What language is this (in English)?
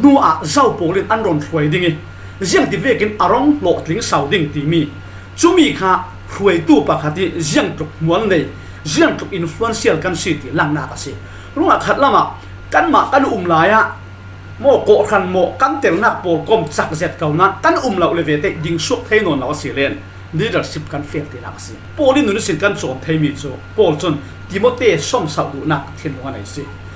Falam Chin